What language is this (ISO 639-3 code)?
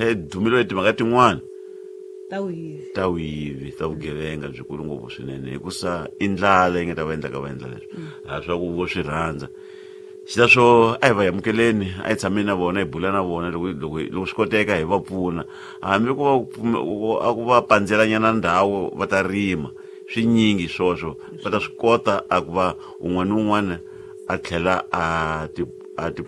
tso